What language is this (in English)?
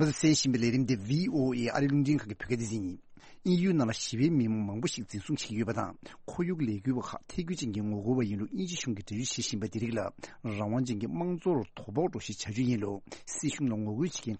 Tibetan